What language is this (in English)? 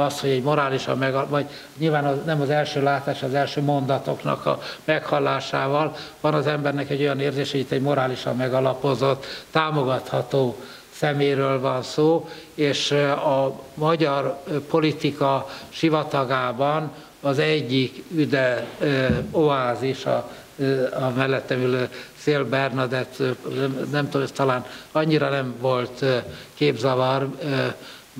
Hungarian